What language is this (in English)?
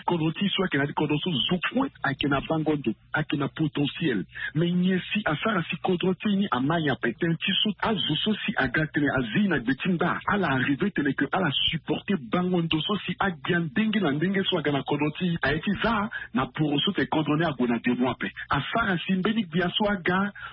Sango